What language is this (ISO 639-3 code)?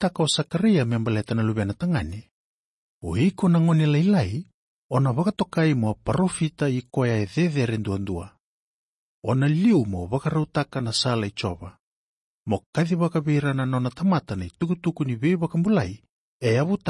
fij